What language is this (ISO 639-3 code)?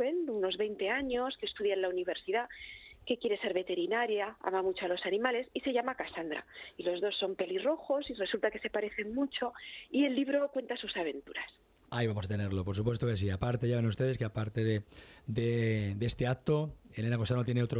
spa